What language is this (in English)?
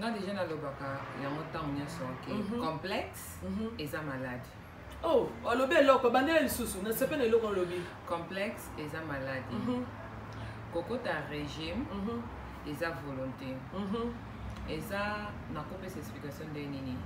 Lingala